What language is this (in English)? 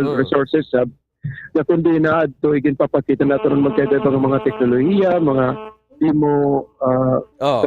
Waray